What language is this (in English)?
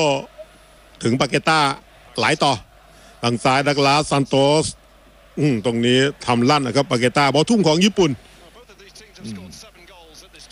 Thai